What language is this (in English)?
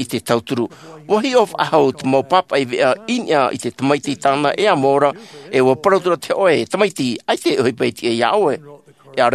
Tahitian